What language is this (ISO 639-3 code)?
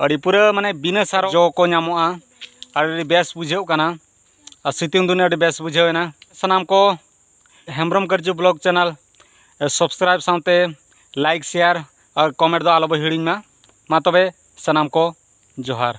sat